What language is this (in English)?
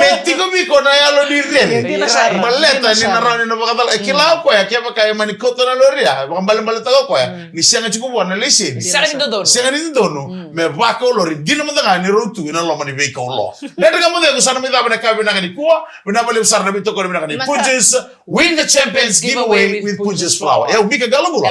Fijian